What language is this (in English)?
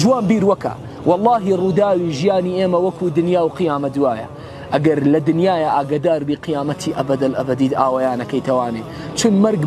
Central Kurdish